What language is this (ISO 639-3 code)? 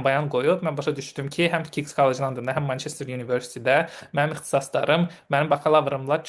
aze